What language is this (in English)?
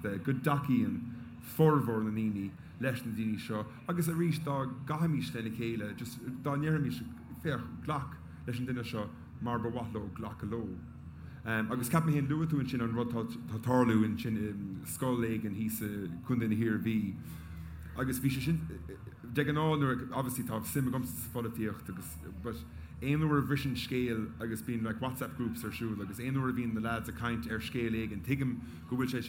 Irish